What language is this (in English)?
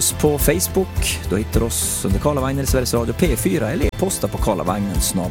Swedish